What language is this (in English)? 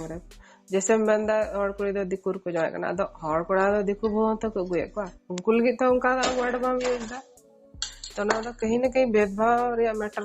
Santali